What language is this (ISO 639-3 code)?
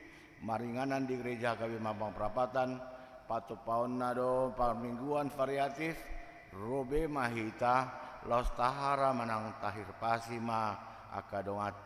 bbc